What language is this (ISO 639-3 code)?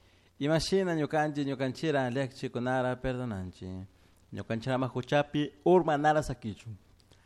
qug